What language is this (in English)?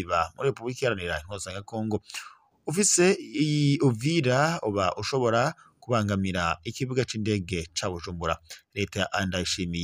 Rundi